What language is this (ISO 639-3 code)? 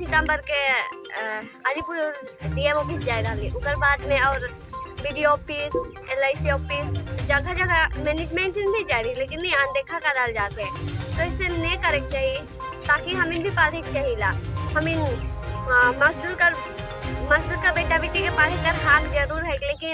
sck